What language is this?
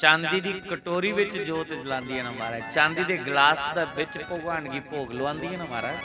Dogri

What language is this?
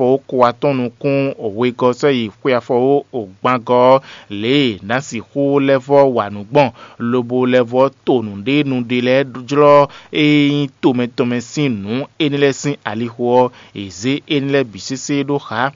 Fon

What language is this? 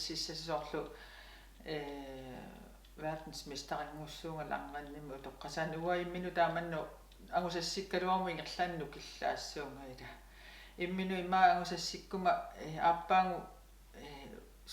Kalaallisut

